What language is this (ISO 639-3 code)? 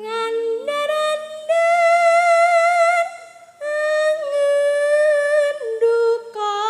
jav